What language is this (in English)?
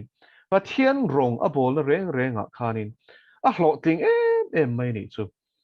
Mizo